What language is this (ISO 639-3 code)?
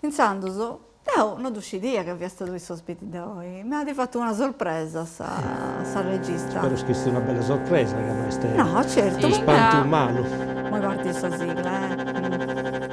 srd